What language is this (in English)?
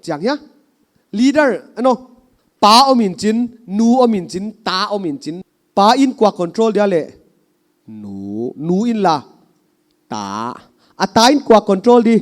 Paite Chin